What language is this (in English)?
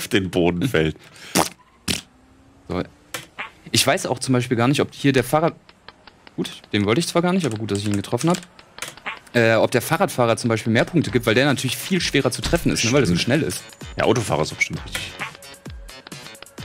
German